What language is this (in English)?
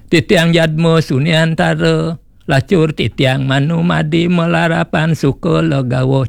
Balinese